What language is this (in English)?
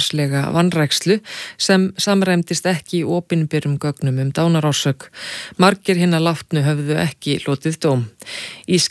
Icelandic